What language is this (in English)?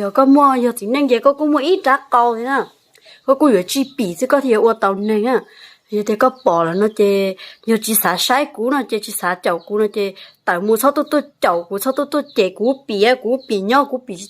Hmong